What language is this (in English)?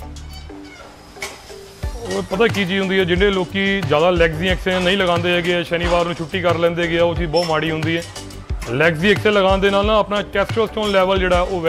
Punjabi